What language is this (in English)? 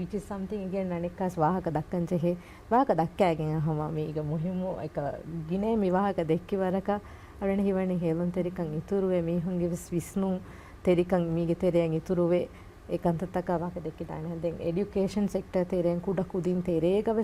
Divehi